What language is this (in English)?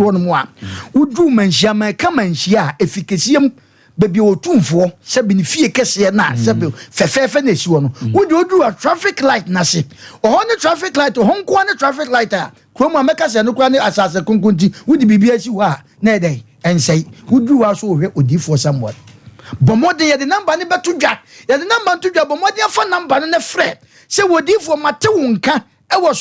Akan